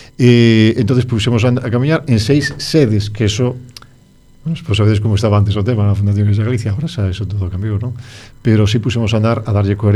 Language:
Galician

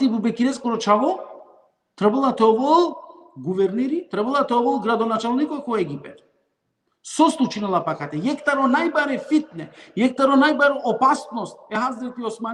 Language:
Balkan Romani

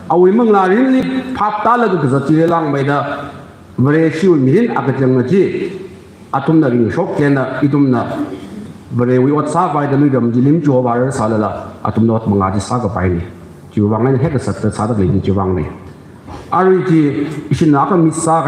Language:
Tangkhul Naga (India)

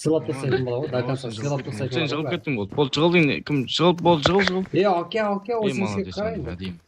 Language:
Kara-Kalpak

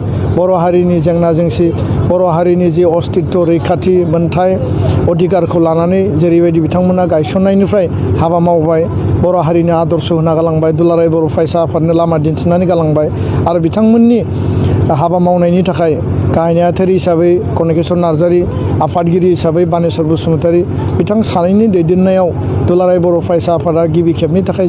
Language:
Bodo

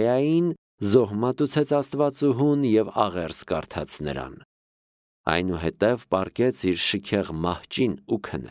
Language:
Armenian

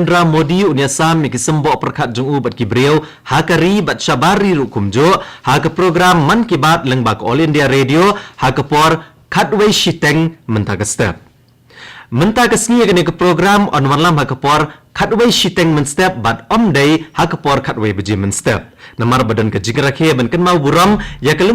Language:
Khasi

